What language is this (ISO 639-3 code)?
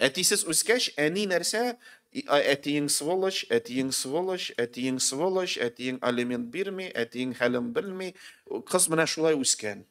tat